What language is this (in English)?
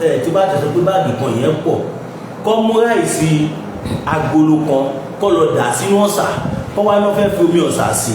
Yoruba